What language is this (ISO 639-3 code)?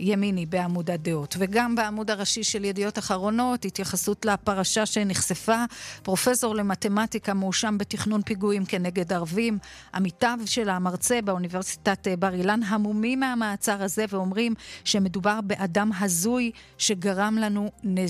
heb